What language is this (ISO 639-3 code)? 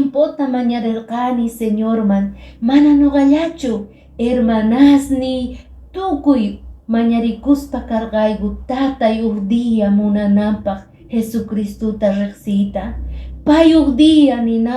que